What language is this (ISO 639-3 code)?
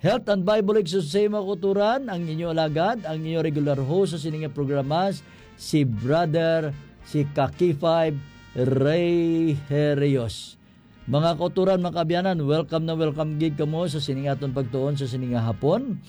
hil